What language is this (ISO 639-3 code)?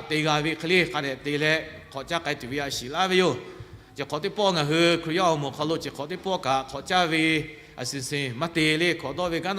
lhu